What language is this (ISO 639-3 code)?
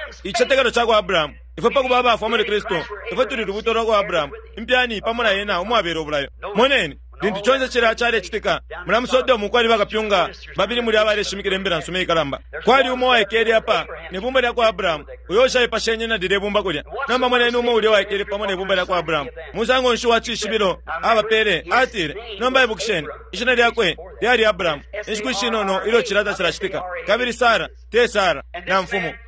bem